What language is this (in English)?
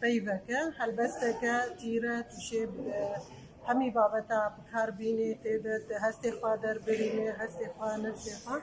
Kurdish